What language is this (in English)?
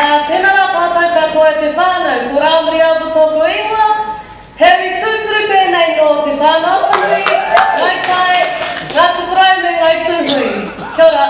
Māori